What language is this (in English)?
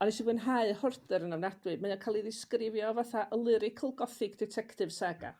Welsh